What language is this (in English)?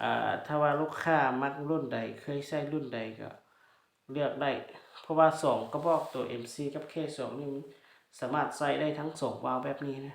Lao